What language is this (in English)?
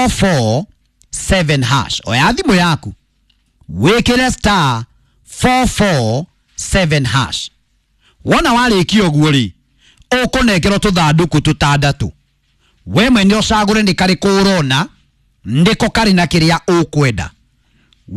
Kikuyu